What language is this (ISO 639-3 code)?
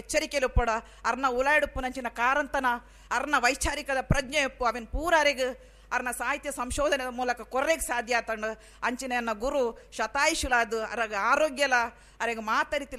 tcy